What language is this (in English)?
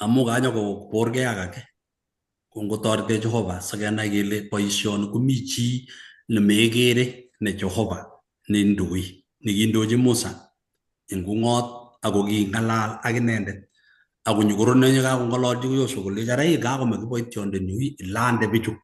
Kalenjin